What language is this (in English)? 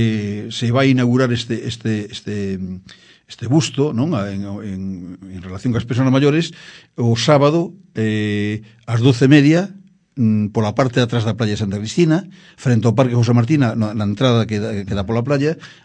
Galician